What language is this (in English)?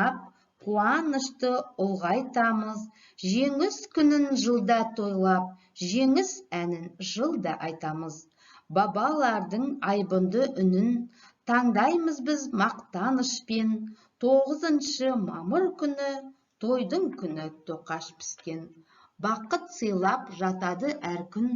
Kazakh